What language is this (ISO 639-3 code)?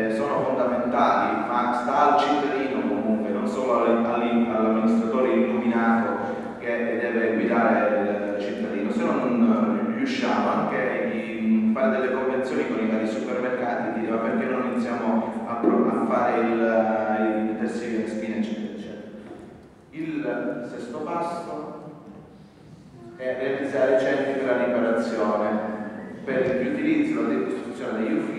ita